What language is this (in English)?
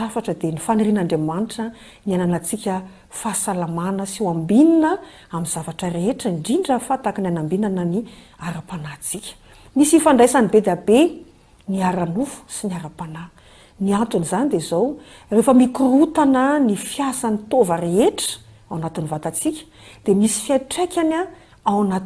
Malagasy